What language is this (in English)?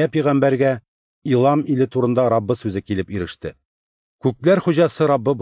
Tatar